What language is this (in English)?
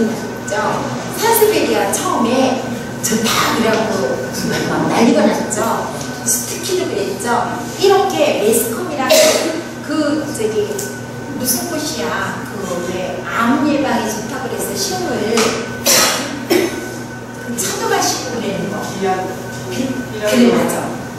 Korean